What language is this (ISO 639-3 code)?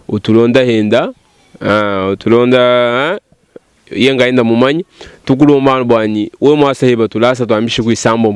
lua